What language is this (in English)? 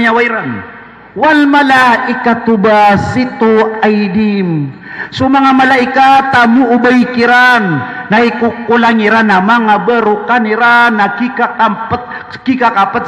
Maranao